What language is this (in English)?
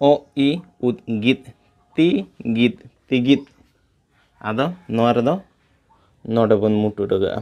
Santali